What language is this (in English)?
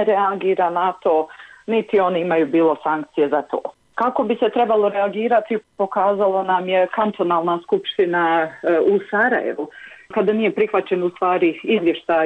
Bosnian